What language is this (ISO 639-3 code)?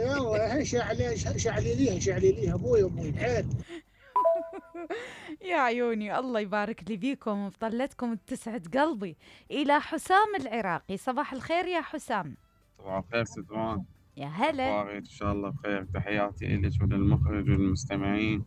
acm